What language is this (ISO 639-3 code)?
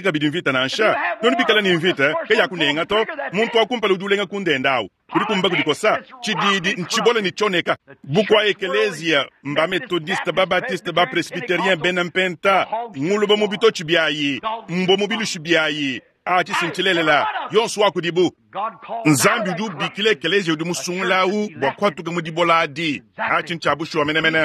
lua